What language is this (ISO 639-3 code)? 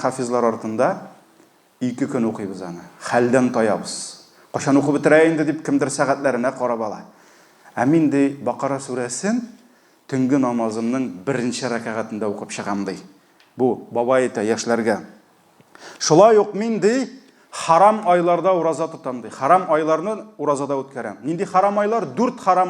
tat